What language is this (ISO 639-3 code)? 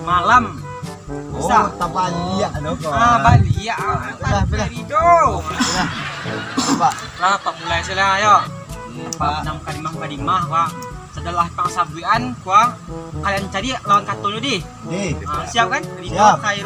min